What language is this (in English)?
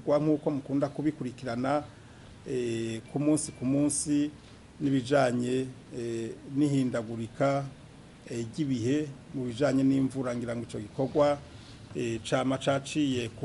Rundi